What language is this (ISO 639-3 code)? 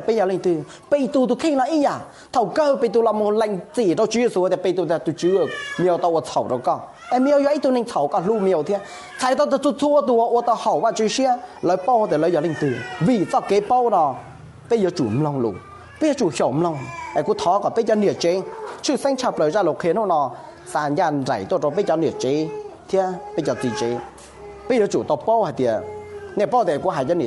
hmn